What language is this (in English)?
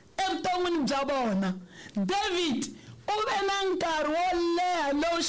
Tsonga